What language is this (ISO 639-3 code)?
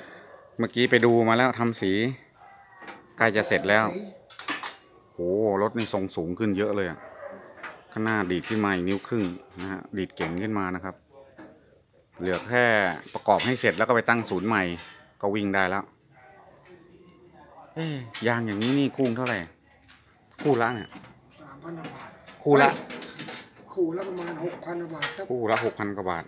tha